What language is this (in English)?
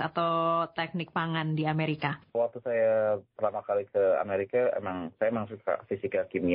Indonesian